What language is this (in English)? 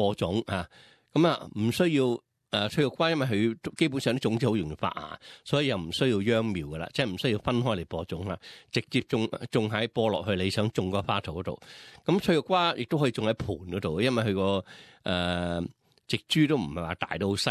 Cantonese